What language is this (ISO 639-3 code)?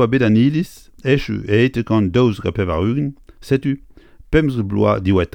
bre